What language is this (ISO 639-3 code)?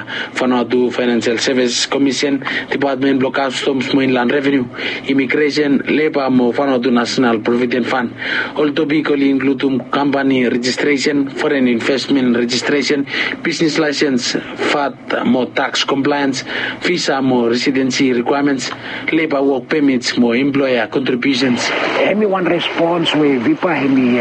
bis